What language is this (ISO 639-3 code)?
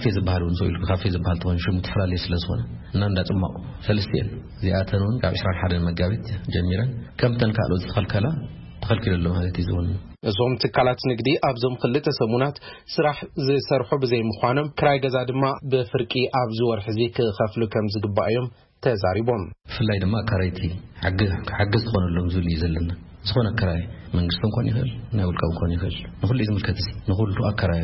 tir